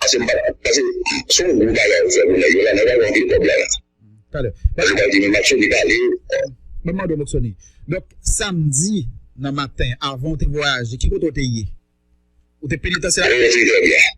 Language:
Haitian Creole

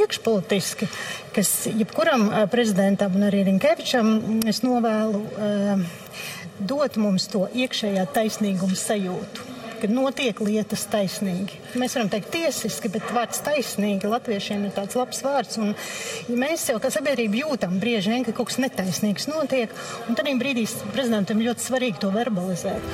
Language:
Latvian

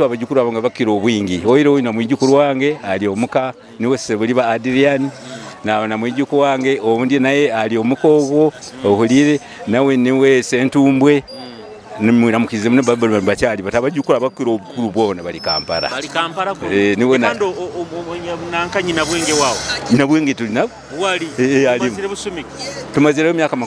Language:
Nyoro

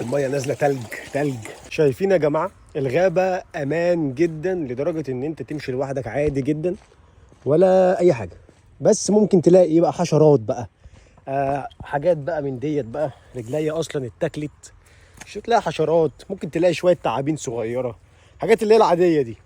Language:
Egyptian Arabic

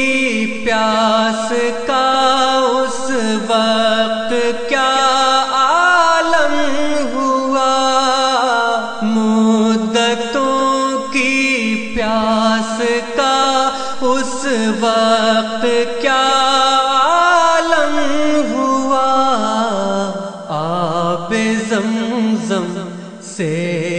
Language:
Urdu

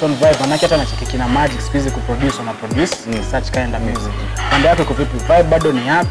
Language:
Swahili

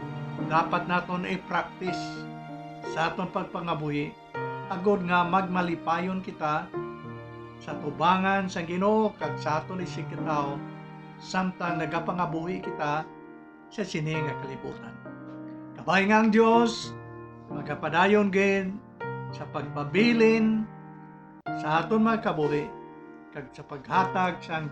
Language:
Hiligaynon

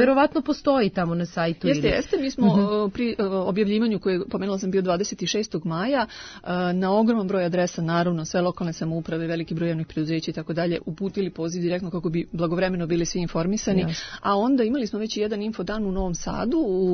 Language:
Serbian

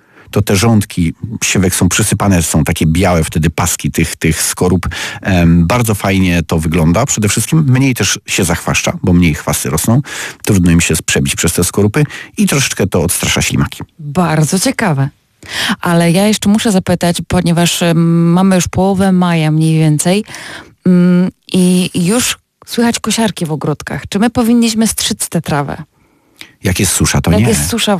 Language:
Polish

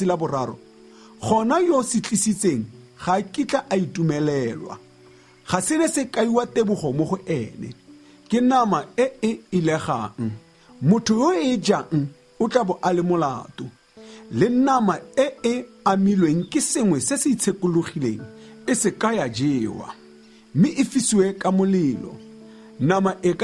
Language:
Tswana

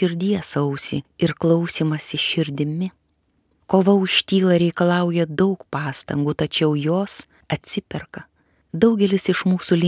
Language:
Lithuanian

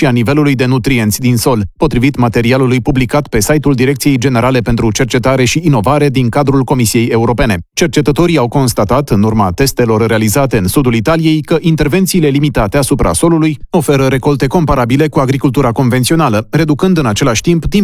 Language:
Romanian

